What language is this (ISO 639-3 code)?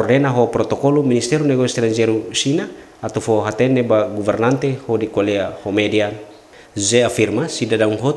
tet